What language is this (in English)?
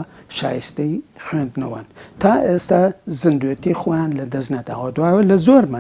Central Kurdish